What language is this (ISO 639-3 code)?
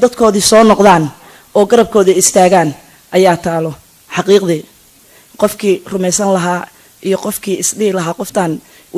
som